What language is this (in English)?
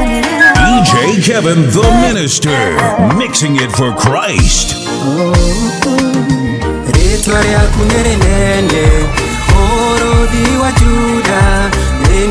Kikuyu